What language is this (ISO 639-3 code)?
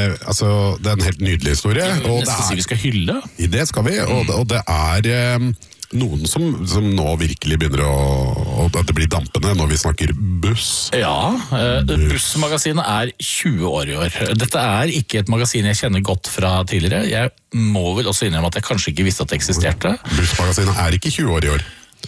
nor